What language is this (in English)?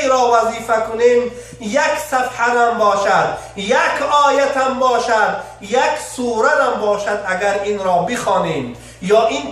Tajik